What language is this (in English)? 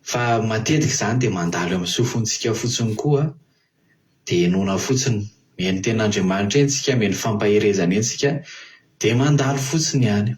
Malagasy